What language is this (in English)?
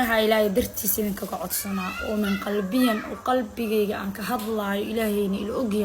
Somali